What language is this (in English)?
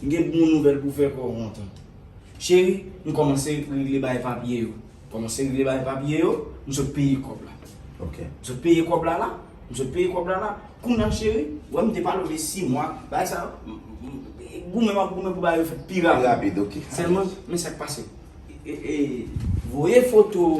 Haitian Creole